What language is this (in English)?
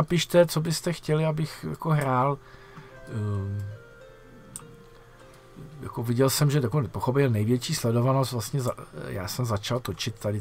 Czech